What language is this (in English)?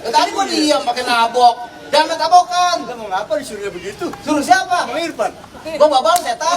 Betawi